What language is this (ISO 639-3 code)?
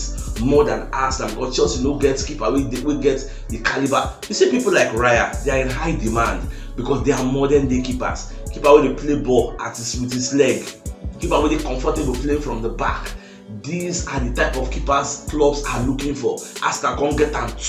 pcm